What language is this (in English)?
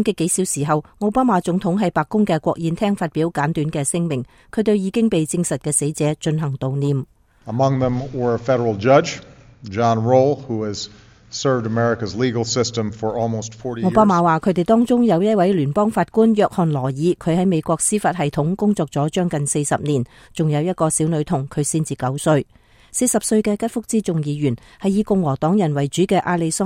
Cantonese